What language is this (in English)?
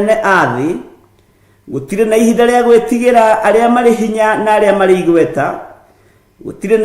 Kikuyu